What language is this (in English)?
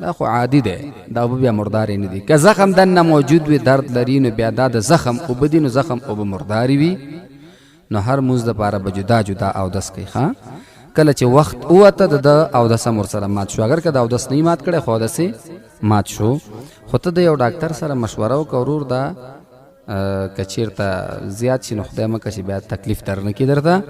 Pashto